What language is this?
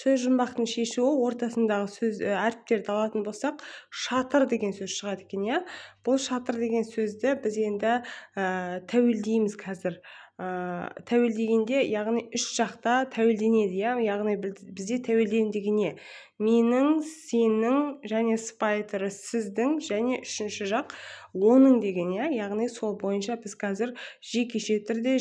Kazakh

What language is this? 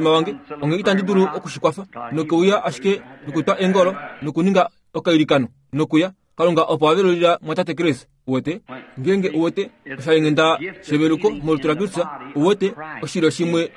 Kuanyama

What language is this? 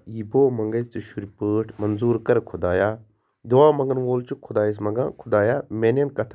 Kashmiri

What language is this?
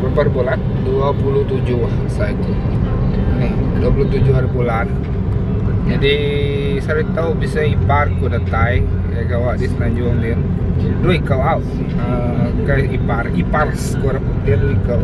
Iban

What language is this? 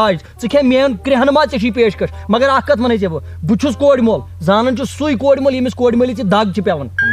Kashmiri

